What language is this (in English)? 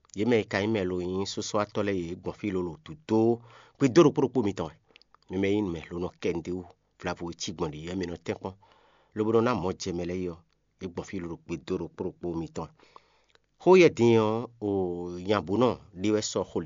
Fon